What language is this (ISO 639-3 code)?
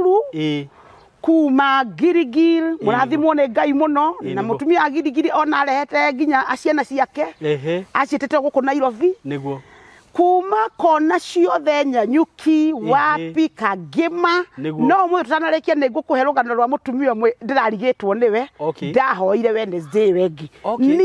kik